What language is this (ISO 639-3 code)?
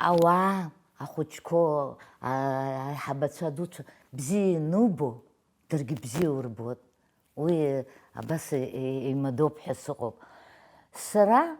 abk